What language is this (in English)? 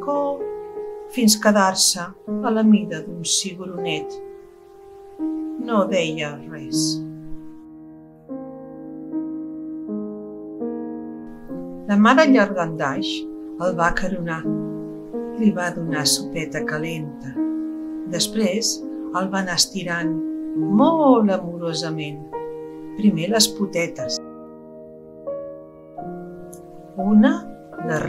Catalan